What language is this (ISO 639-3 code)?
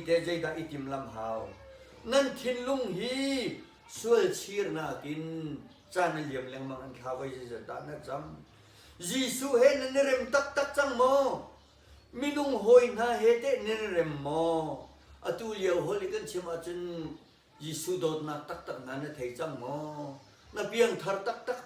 cnh